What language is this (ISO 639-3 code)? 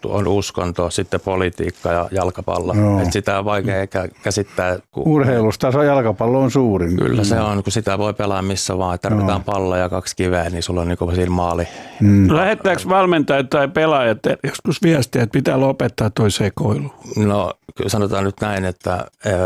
fin